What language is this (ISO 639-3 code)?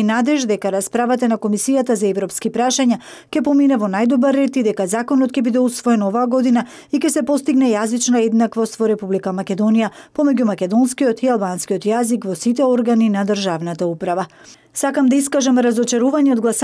mkd